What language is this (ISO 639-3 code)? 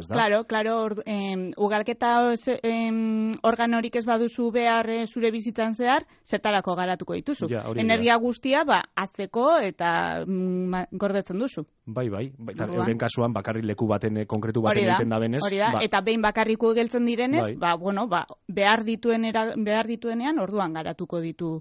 eus